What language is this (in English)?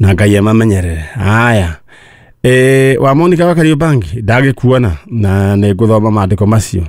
Kikuyu